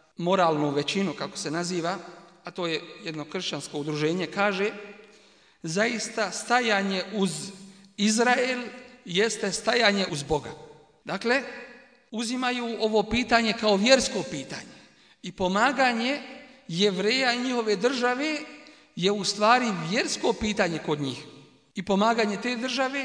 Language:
Bosnian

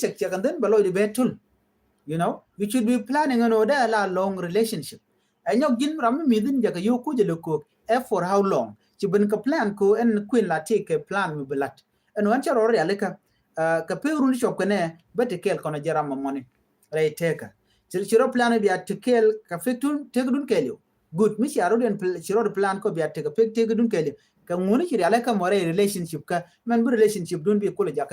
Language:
Nuer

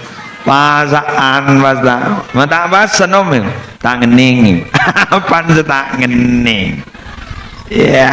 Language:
Madurese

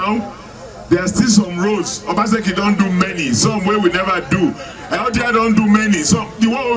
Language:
Nigerian Pidgin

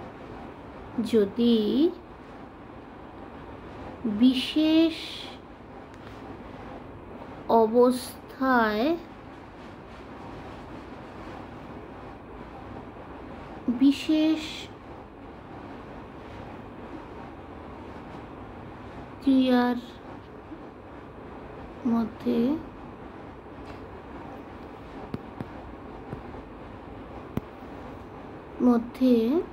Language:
Bangla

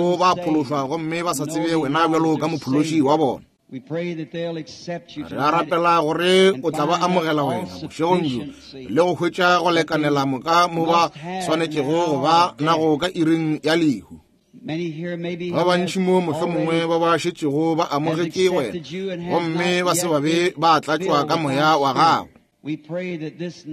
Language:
Northern Sotho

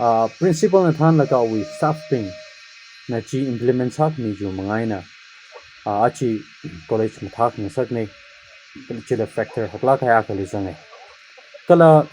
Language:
Tangkhul Naga (India)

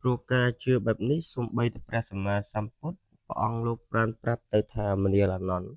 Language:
Khmer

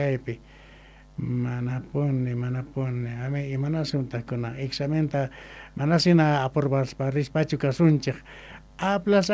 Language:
South Bolivian Quechua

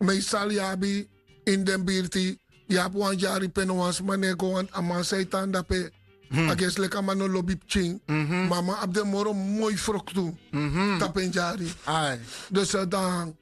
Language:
Sranan Tongo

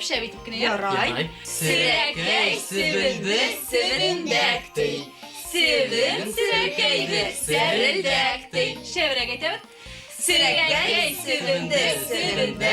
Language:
Bashkir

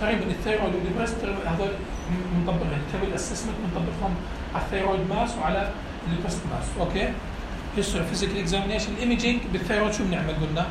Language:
North Levantine Arabic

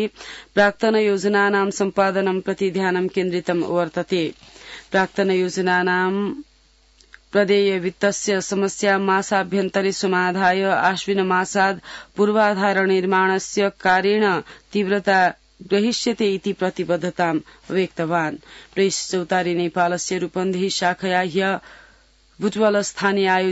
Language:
Sanskrit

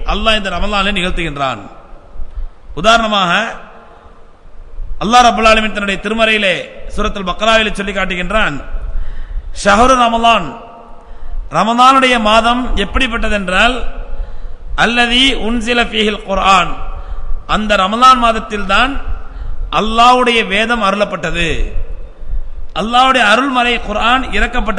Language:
Tamil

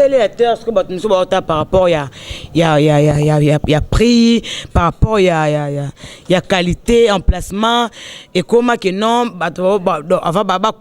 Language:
Lingala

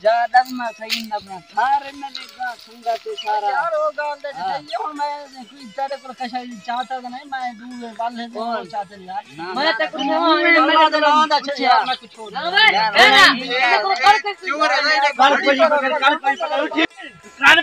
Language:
Saraiki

